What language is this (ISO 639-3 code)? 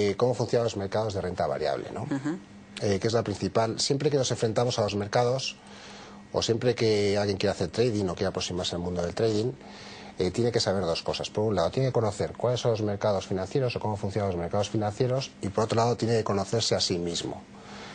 spa